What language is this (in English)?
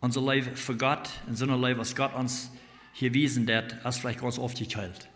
Plautdietsch